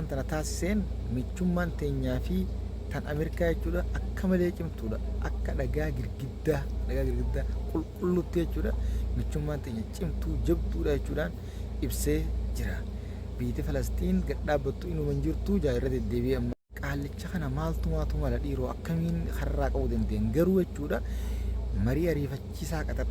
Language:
Oromo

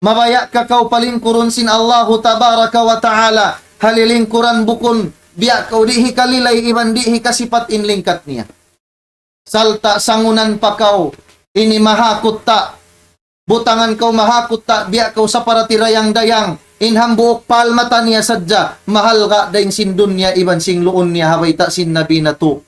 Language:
Tausug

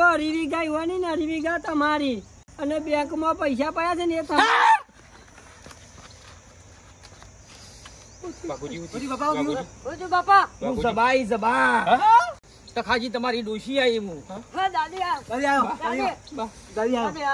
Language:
Gujarati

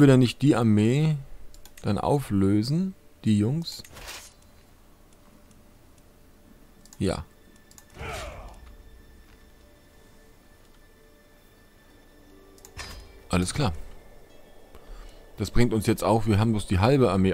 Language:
German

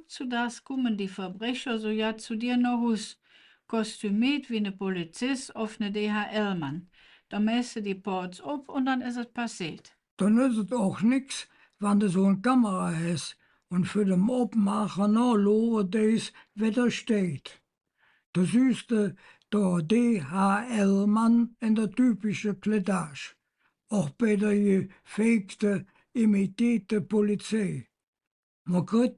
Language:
Colognian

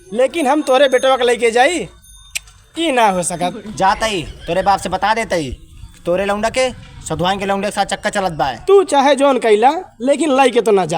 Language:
Awadhi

